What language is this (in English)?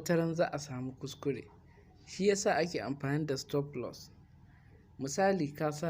Hausa